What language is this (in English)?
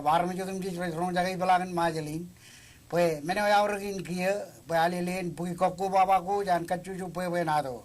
Marshallese